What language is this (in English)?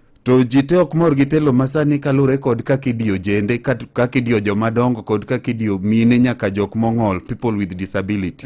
Luo (Kenya and Tanzania)